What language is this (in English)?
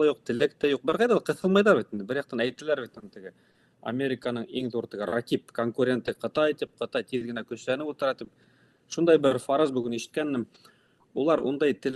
Bashkir